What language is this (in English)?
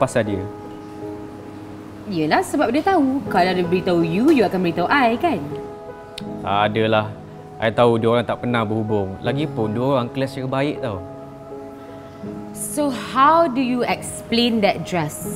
Malay